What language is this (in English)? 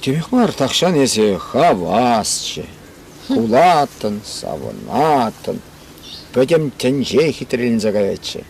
Chuvash